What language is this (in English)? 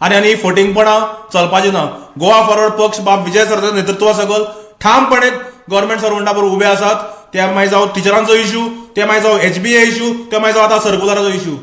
Konkani